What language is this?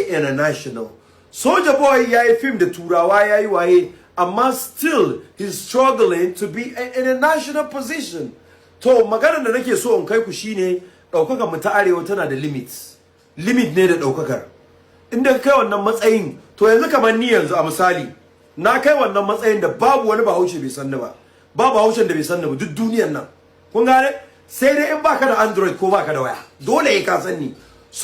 Hausa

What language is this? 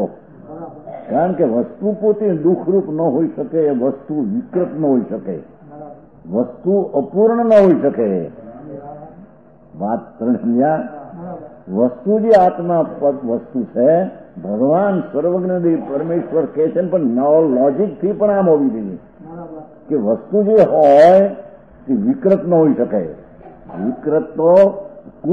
Gujarati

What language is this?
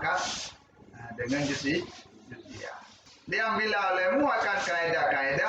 Achinese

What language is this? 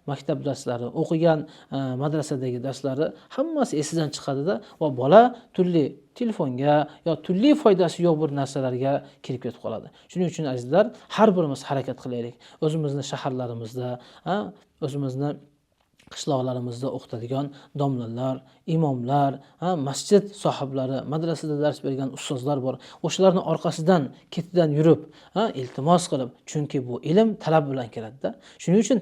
Uzbek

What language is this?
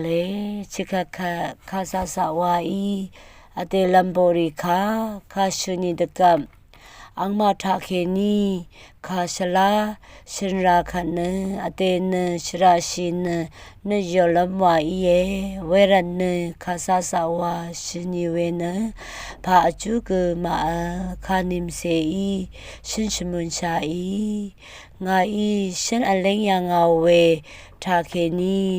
Rawang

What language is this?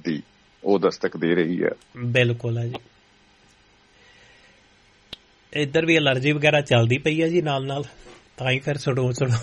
Punjabi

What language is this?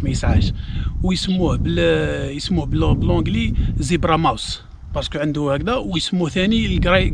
Algerian Arabic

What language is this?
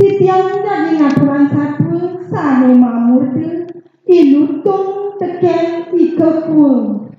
Balinese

